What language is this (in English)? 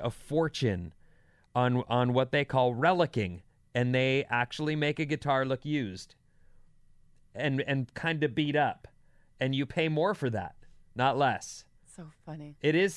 English